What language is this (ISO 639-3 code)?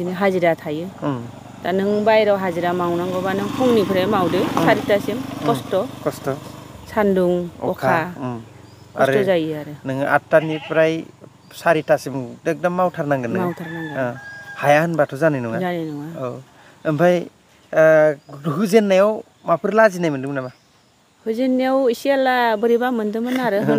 brx